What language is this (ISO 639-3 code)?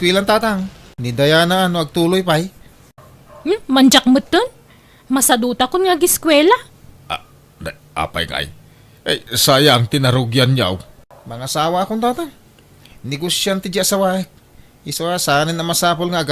ilo